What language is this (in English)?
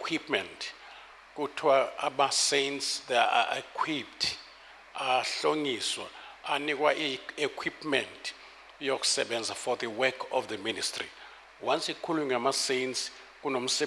Zulu